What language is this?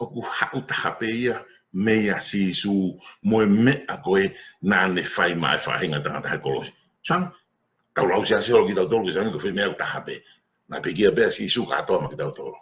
Tongan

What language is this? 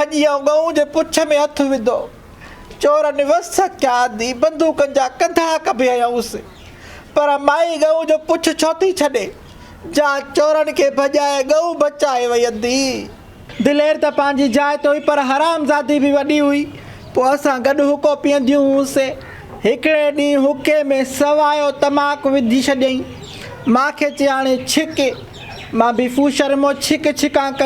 Sindhi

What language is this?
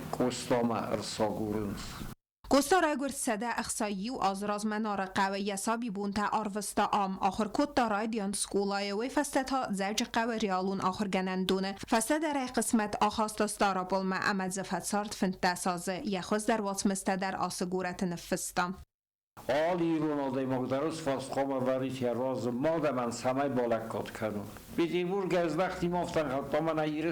Ossetic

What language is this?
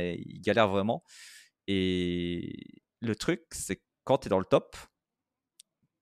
French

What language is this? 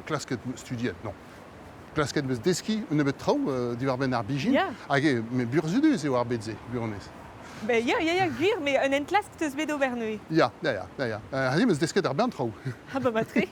Breton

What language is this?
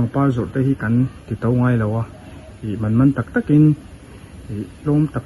Mizo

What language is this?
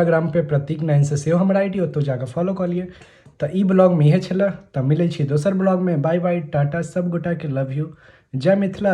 Maithili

